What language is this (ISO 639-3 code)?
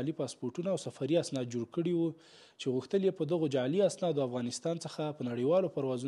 pus